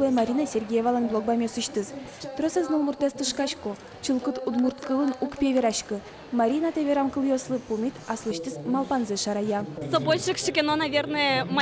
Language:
Udmurt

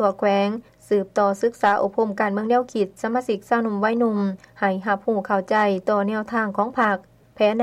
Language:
Lao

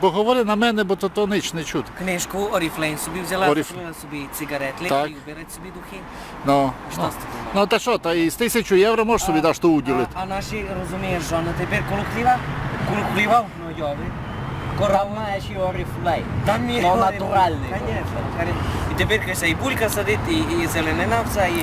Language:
Rusyn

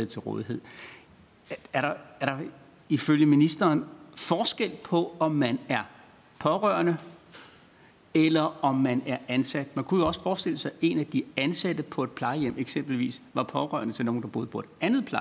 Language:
Danish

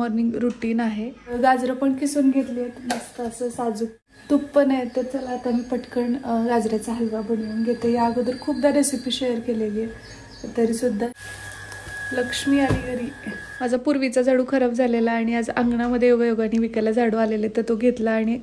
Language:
Marathi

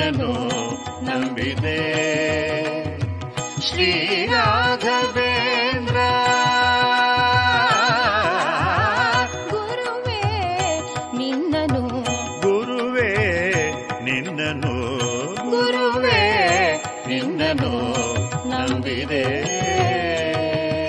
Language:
Kannada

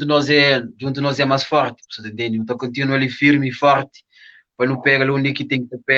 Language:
Kabuverdianu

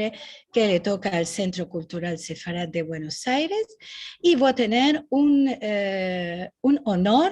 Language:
Ladino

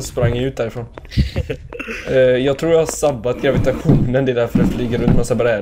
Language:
Swedish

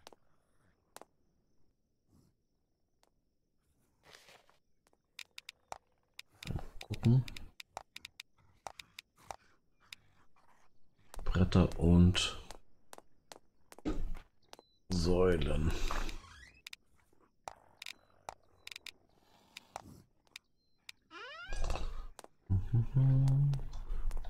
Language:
German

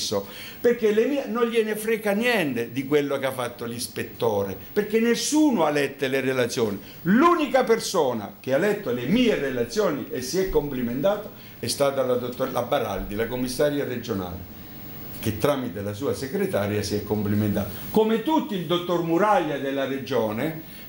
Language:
Italian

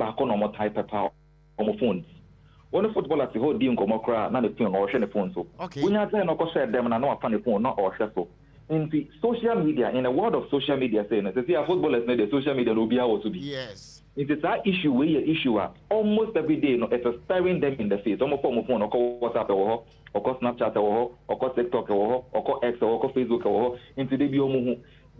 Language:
Akan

